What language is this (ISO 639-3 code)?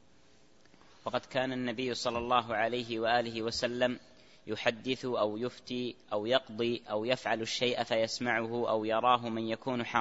ara